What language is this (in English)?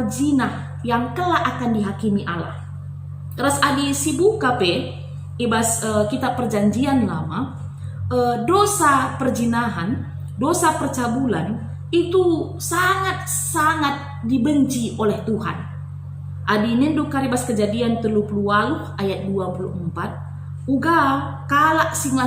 Batak Karo